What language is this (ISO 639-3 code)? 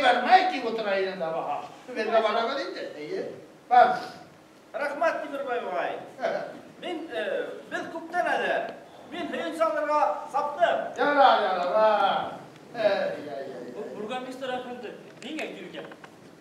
bak